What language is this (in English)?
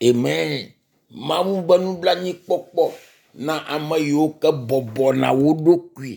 Ewe